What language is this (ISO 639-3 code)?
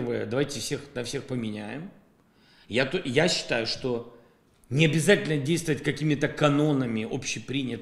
rus